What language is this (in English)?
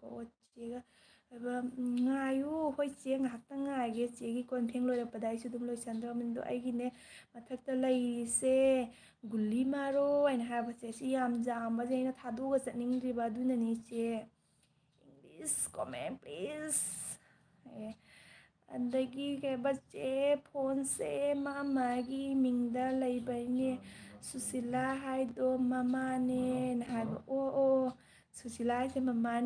Manipuri